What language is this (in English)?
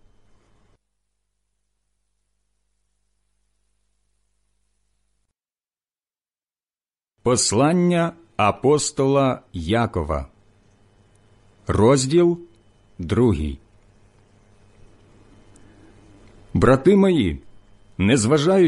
Ukrainian